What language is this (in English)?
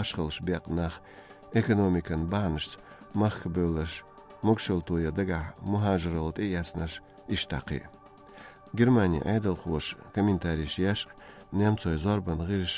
Chechen